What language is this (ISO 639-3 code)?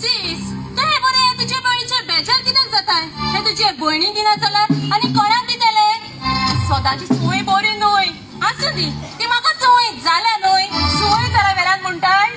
kok